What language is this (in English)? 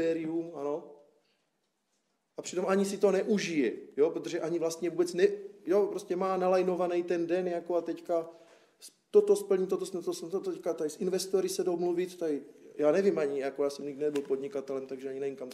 Czech